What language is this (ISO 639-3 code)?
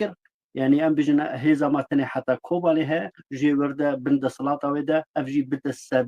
kur